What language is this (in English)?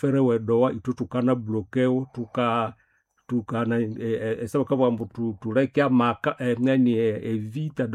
Nande